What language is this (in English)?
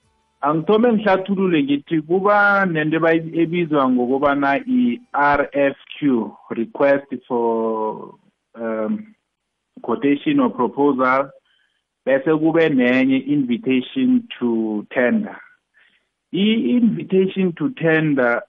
South Ndebele